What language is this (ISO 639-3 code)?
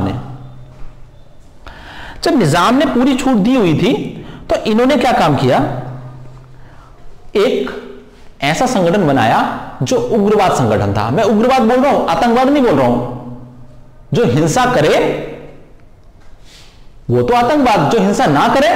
hin